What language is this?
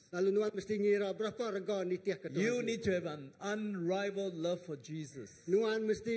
Iban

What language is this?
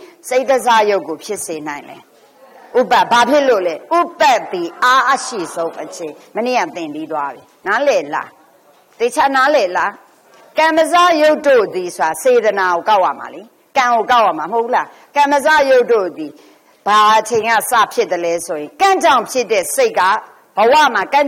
Burmese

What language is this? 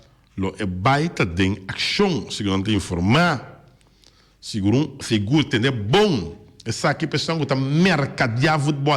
Papiamento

